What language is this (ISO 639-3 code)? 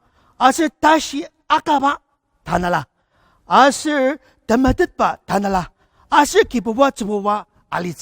njo